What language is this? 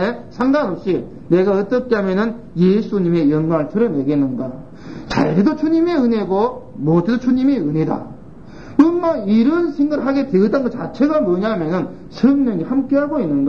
Korean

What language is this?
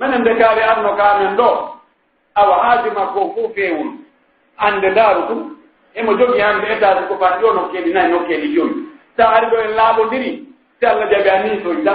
Pular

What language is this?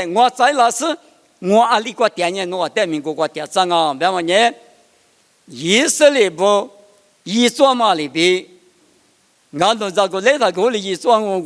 Lisu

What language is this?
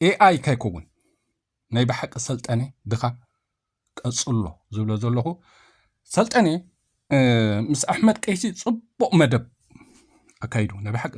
Tigrinya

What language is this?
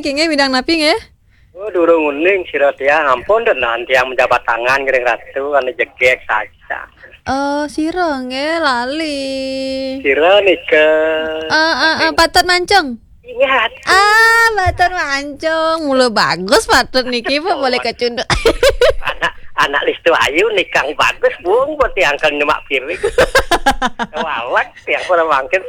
Balinese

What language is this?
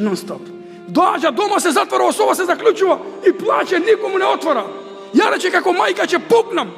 Macedonian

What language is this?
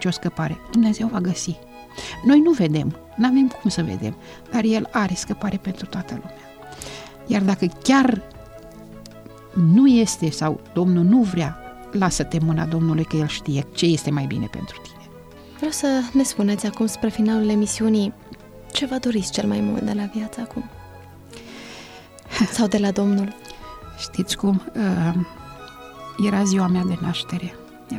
Romanian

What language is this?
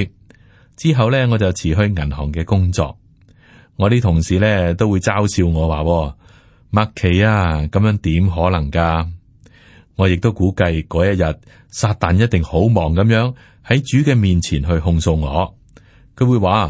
Cantonese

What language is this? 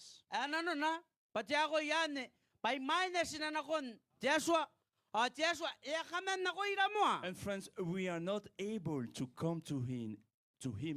Gilbertese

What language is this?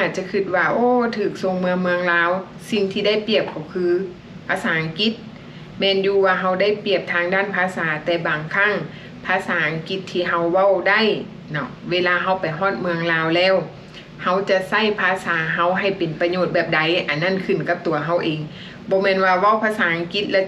Lao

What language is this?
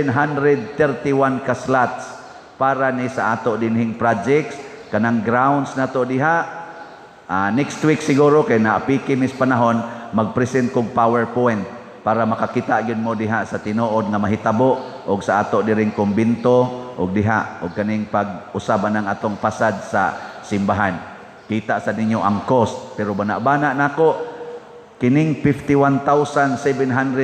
Cebuano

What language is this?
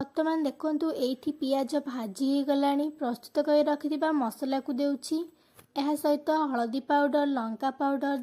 Odia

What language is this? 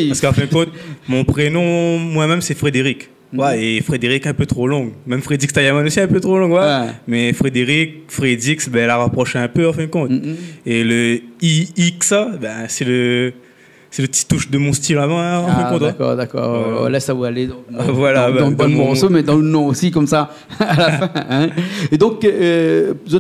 Réunion Creole French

